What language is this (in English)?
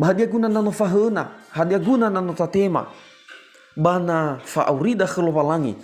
Nias